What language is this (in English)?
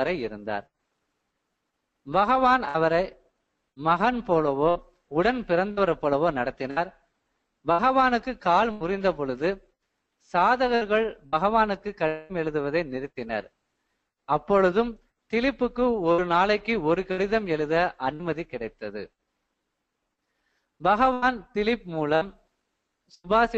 Tamil